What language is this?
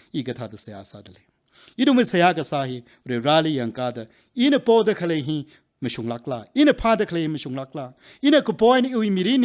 Tangkhul Naga (India)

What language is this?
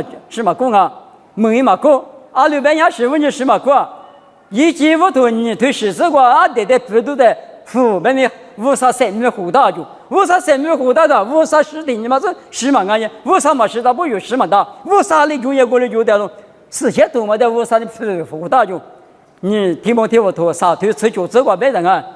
Lisu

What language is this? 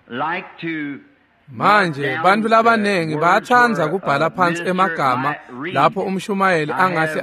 Swati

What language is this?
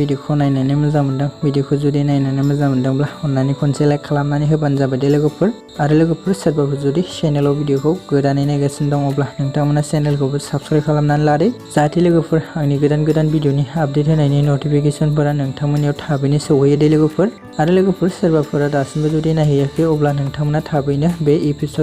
Bodo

